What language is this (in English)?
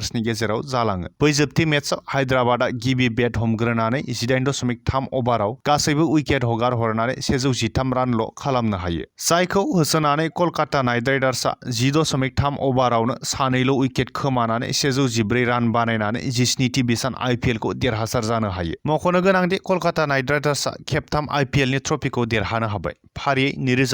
Bodo